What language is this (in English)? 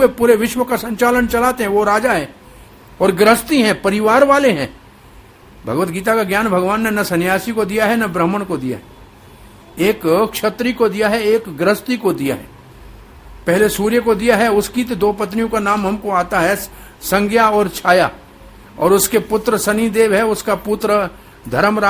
Hindi